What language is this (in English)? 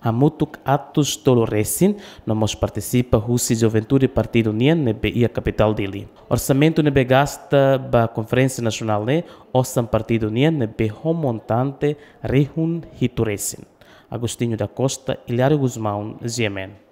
Tetum